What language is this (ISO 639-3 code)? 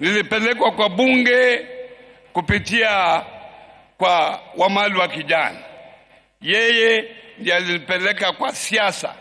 swa